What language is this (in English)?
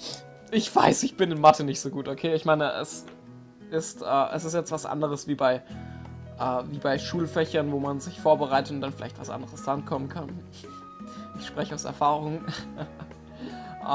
German